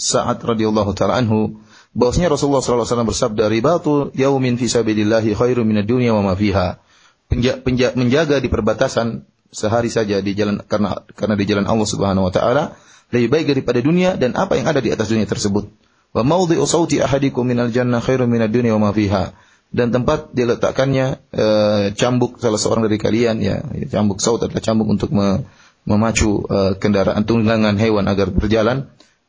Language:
Indonesian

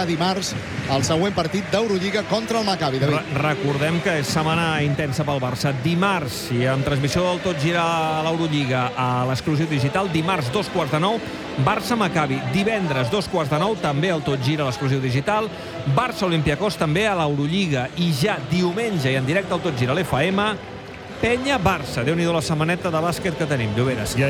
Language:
Catalan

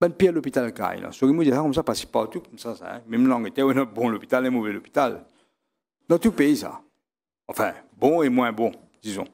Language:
Morisyen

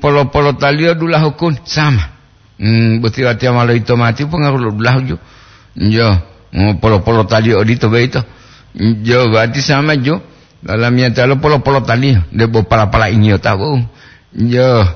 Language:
Gorontalo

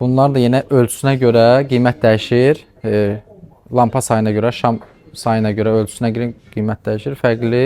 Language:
Azerbaijani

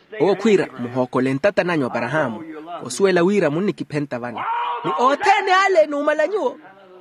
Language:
Makhuwa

